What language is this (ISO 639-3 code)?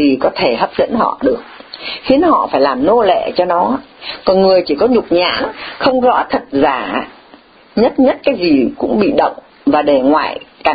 vie